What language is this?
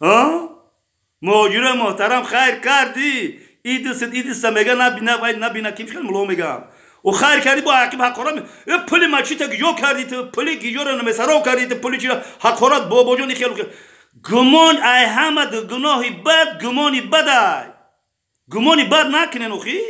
Tajik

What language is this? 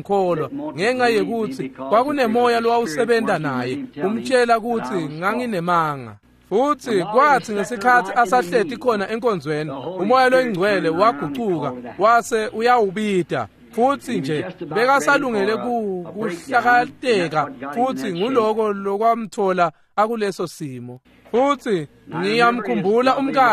Swati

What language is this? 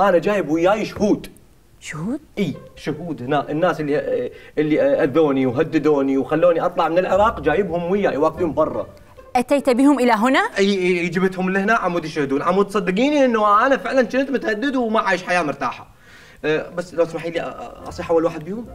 Mesopotamian Arabic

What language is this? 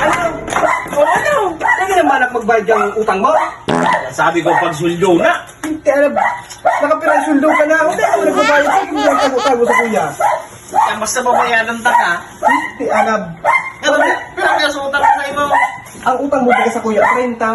Bikol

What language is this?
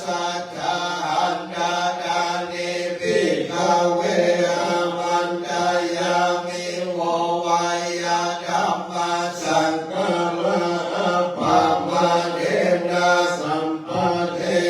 Pali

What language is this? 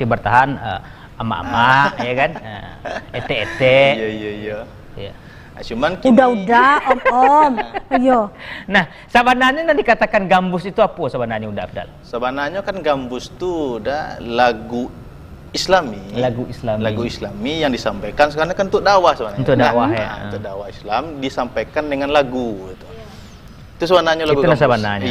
Minangkabau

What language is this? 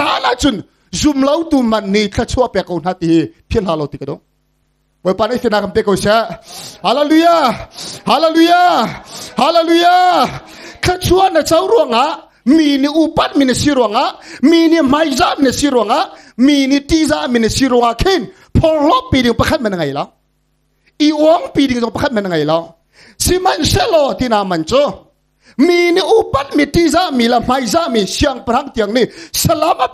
Hakha Chin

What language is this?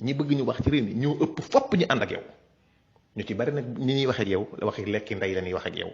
Wolof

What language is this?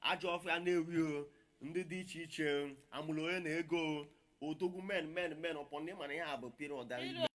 Igbo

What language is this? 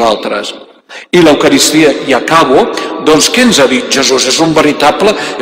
Catalan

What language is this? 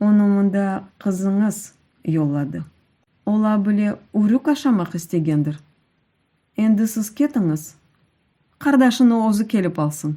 Crimean Tatar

